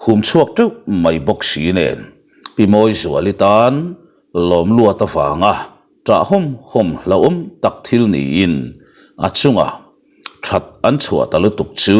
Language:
Mizo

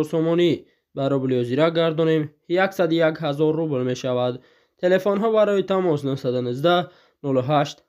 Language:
Tajik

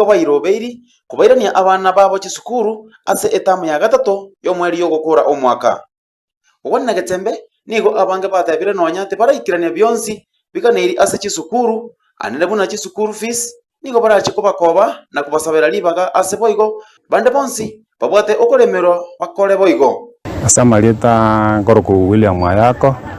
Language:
Gusii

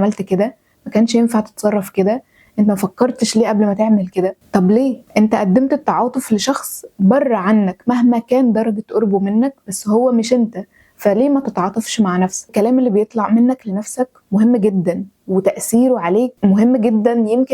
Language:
Egyptian Arabic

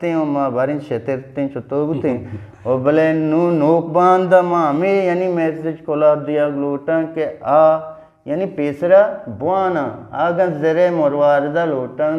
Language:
Eastern Balochi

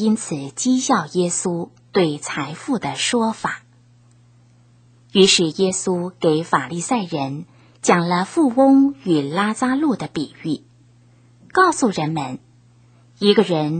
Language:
Chinese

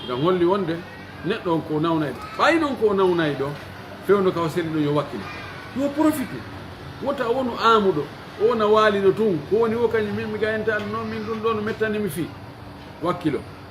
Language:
Pular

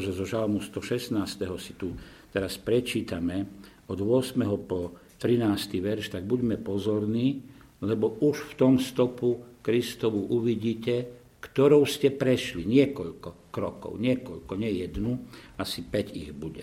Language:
Slovak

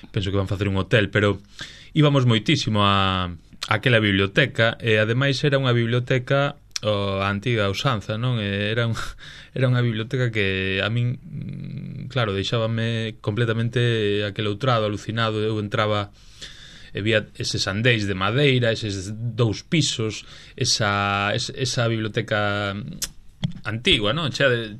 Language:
Galician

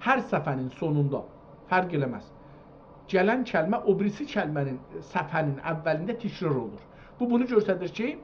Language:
South Azerbaijani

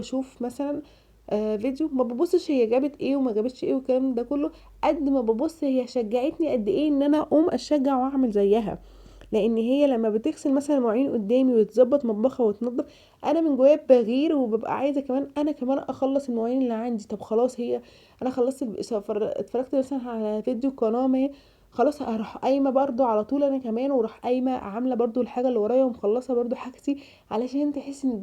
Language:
Egyptian Arabic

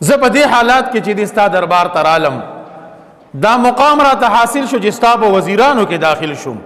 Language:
Pashto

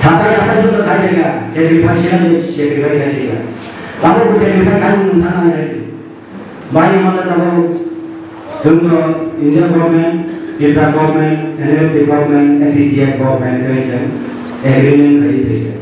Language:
Kok Borok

